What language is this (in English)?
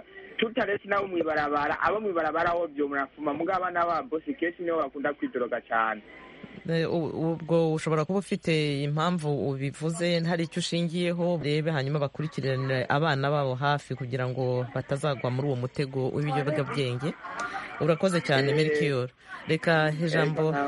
Kinyarwanda